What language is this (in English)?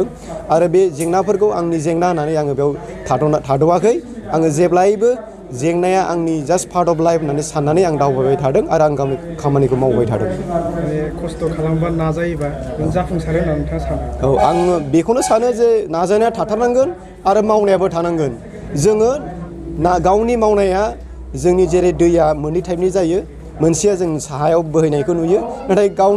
Bodo